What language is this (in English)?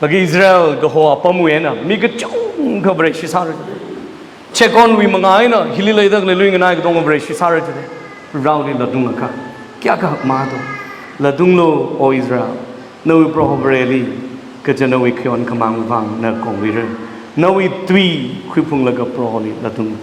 Tangkhul Naga (India)